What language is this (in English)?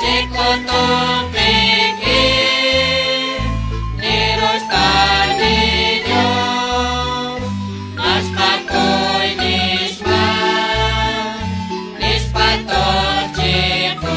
Kekchí